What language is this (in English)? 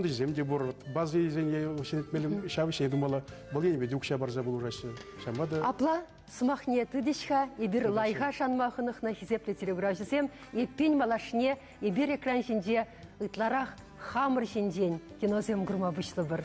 Chuvash